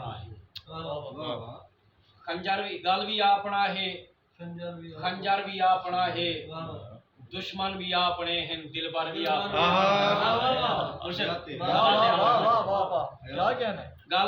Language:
Saraiki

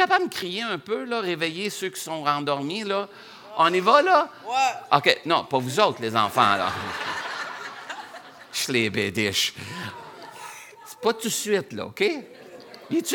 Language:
French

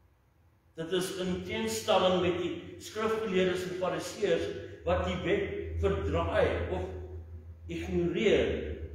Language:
Afrikaans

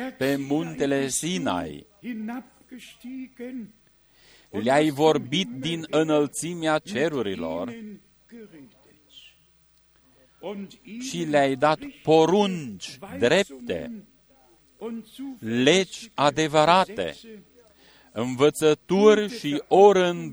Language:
Romanian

